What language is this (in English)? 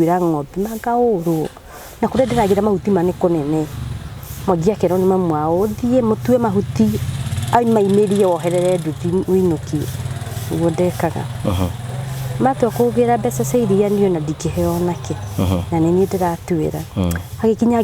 Kikuyu